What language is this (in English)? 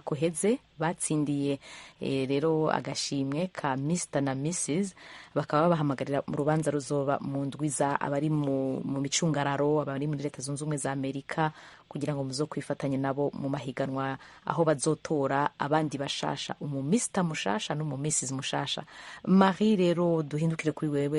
Rundi